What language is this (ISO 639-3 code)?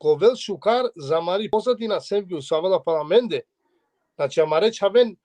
rmn